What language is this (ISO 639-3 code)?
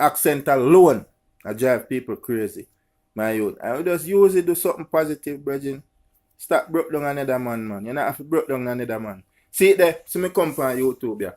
jam